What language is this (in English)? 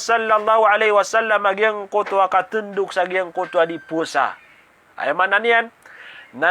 Maranao